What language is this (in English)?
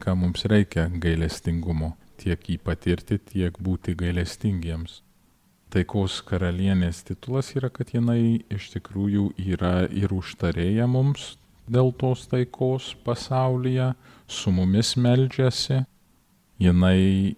Lithuanian